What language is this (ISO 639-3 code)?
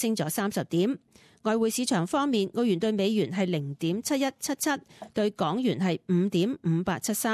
yue